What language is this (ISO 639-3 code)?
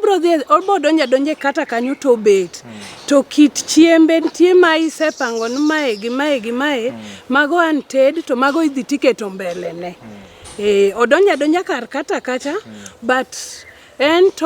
luo